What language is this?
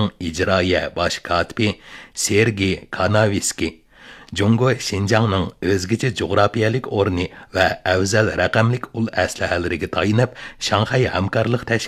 Uyghur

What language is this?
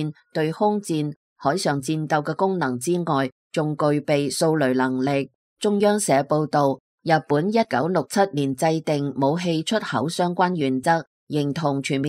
Cantonese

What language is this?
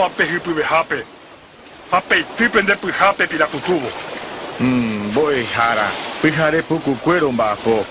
Guarani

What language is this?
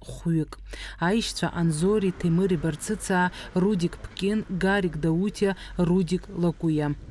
Abkhazian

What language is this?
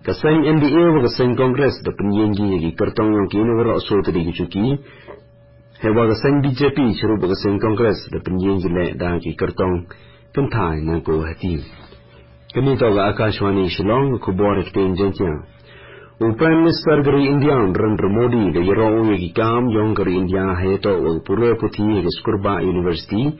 Garo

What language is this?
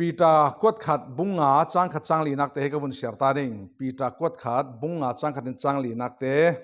Falam Chin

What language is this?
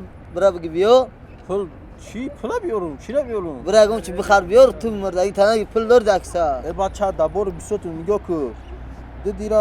Tajik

